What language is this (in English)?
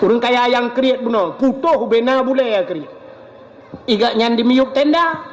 Achinese